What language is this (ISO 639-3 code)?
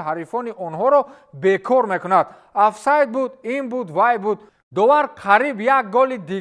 tgk